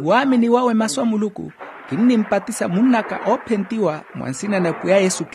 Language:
Makhuwa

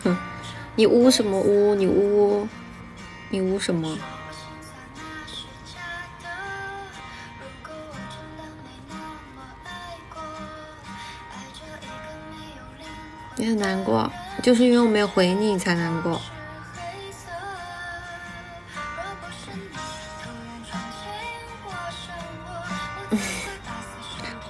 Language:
Chinese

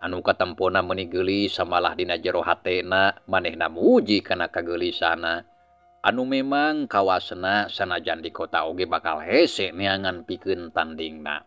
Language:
Sundanese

